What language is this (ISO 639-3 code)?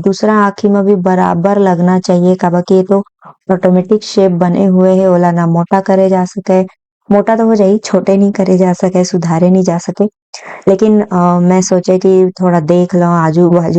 hne